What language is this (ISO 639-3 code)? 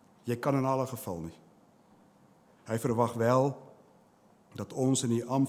afr